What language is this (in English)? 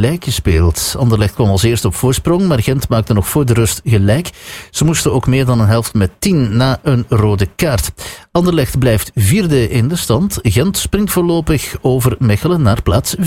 Dutch